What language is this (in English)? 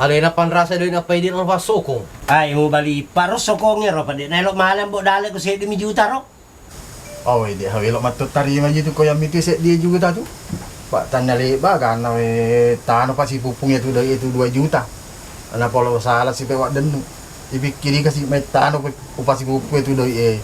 Buginese